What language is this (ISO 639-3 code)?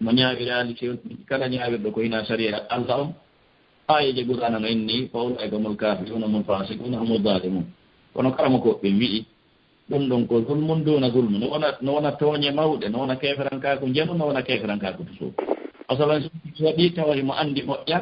ful